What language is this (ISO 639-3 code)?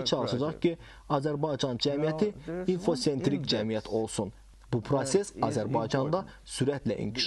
aze